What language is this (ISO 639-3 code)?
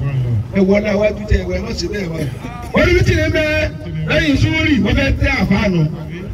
yor